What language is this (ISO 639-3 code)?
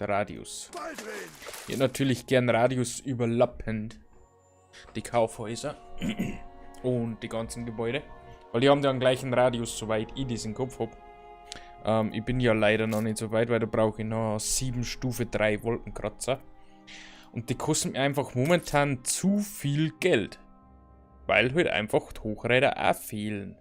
bar